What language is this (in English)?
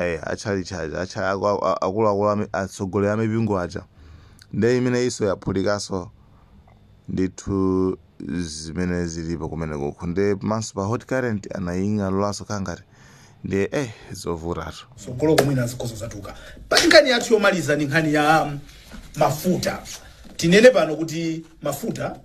Nyanja